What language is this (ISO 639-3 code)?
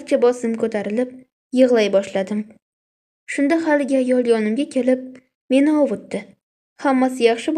uzb